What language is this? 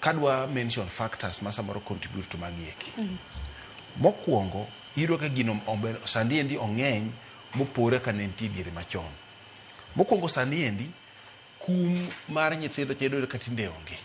Luo (Kenya and Tanzania)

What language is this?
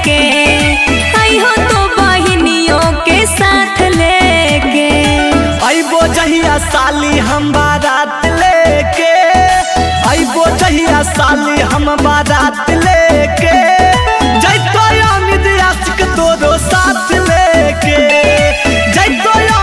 Magahi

